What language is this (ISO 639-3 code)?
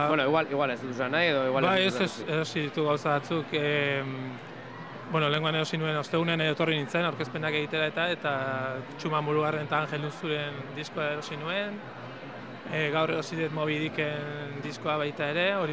eus